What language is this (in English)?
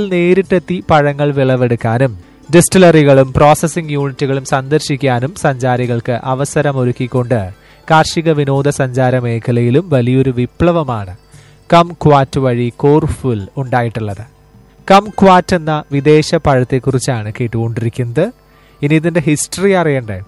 Malayalam